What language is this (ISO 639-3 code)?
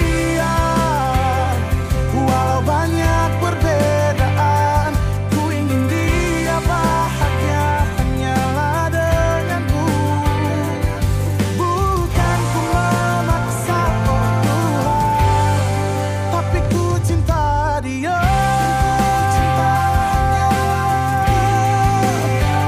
ind